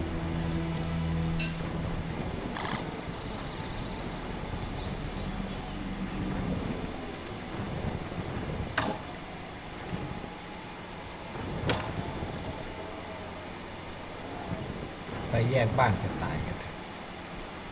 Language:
Thai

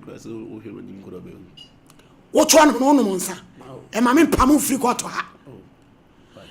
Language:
Akan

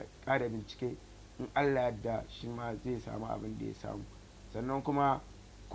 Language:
Hausa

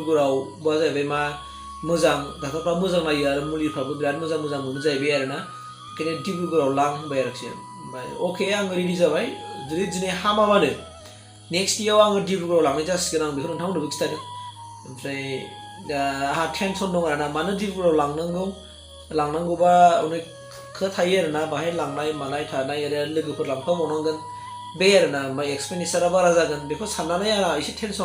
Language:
Bodo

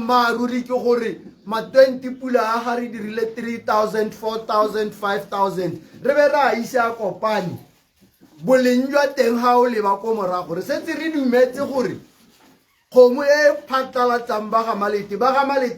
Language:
Tswana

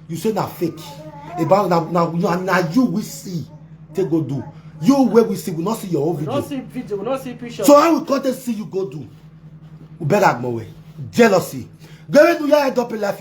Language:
Nigerian Pidgin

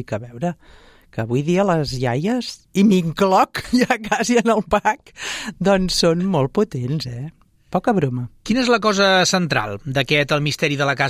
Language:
Catalan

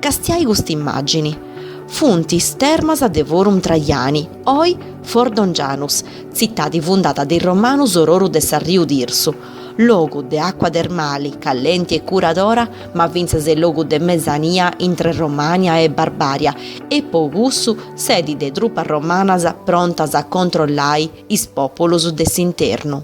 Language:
Sardinian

